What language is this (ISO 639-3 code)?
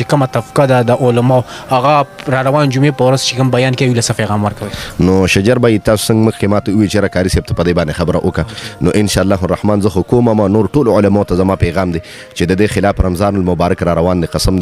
pus